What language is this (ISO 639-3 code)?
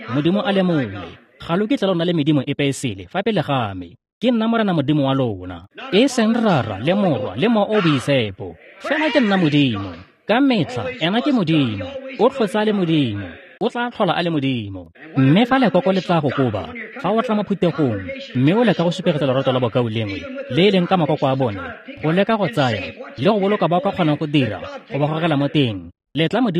tsn